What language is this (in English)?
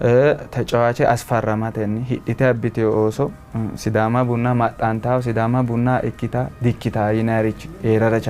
Sidamo